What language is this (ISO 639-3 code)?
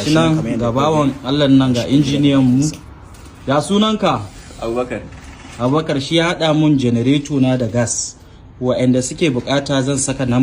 hau